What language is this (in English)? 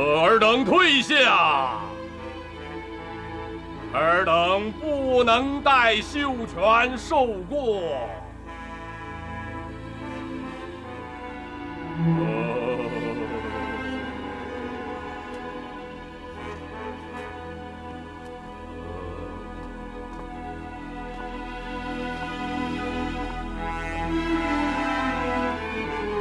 Chinese